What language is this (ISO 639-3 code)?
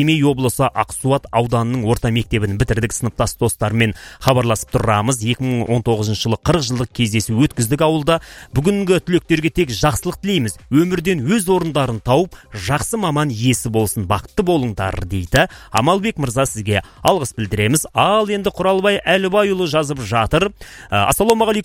kaz